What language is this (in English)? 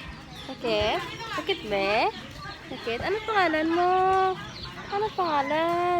Hiligaynon